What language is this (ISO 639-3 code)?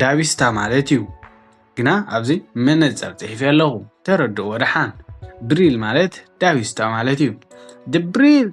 tir